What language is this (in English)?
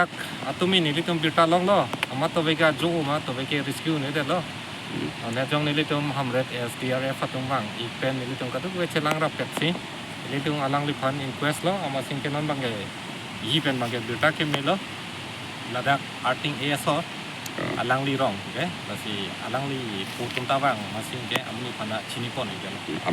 Karbi